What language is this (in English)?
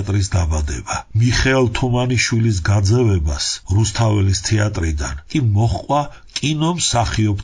Georgian